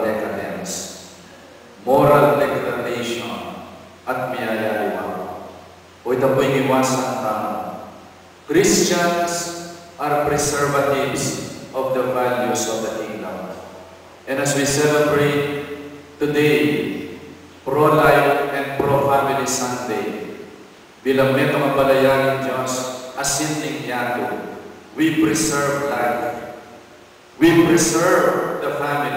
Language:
Pampanga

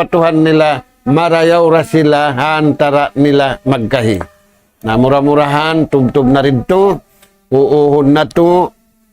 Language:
Tausug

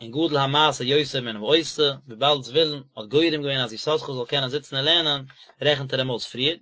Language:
Yiddish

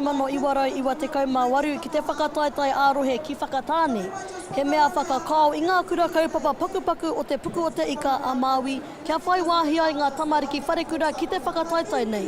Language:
Māori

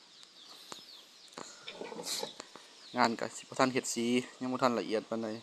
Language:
Lao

